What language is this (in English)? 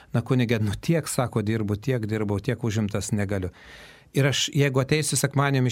Lithuanian